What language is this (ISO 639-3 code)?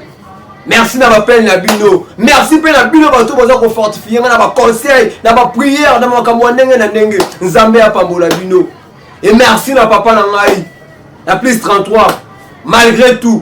lin